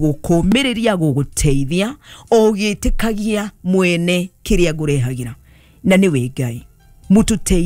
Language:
Kikuyu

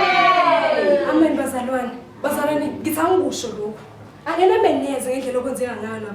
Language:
Zulu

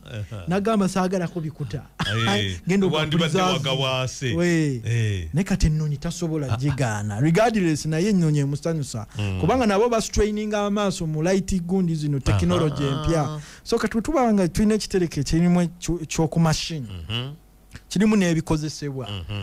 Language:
Ganda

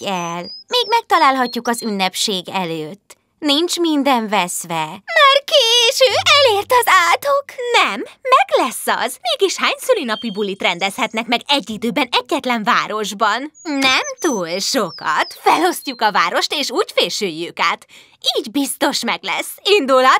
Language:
Hungarian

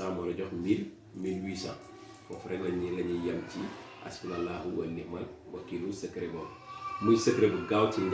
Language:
Wolof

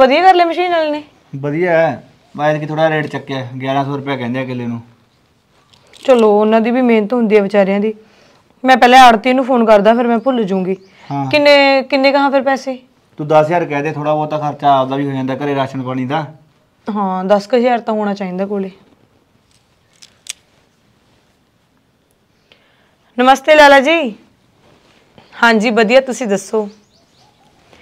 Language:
Punjabi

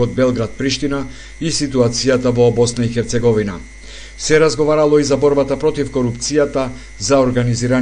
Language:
Macedonian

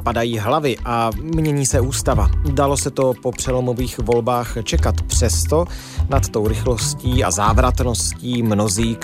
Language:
Czech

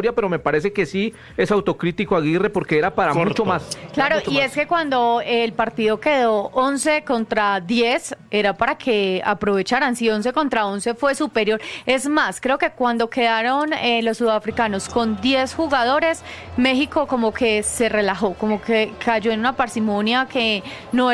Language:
Spanish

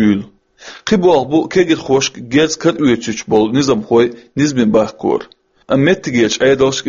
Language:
Chechen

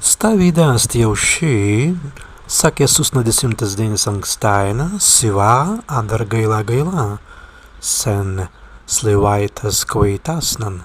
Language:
Prussian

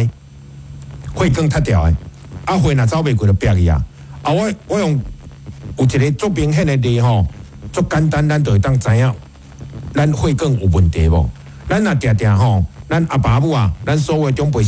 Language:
Min Nan Chinese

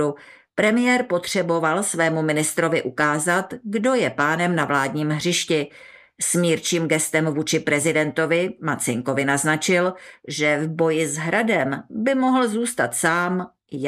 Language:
Czech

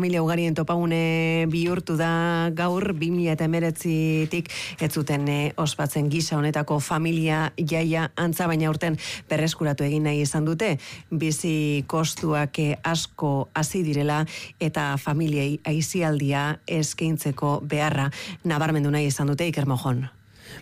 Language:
Basque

